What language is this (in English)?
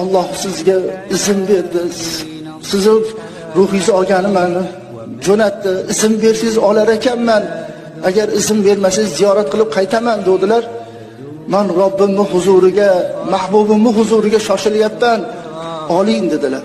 Uzbek